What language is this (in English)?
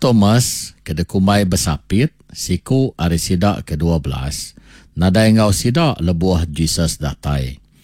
Iban